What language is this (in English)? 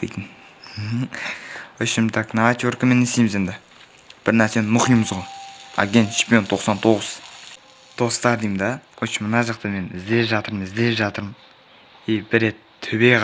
Kazakh